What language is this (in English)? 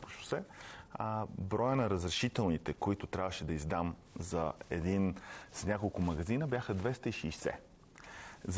Bulgarian